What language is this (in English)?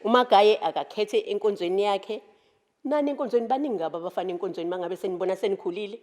Zulu